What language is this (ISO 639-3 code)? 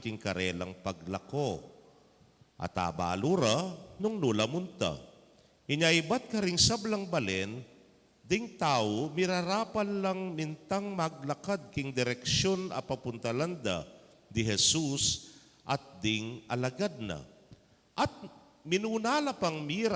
pam